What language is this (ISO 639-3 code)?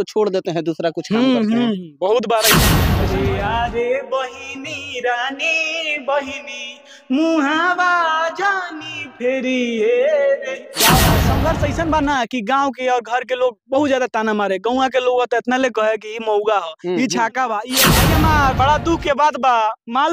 bho